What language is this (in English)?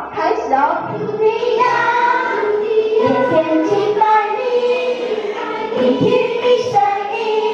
Chinese